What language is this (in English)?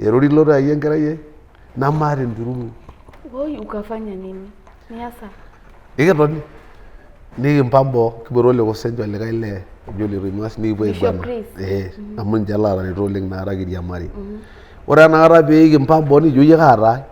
Masai